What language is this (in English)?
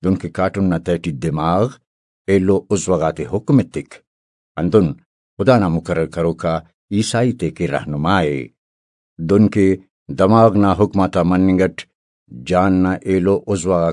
Brahui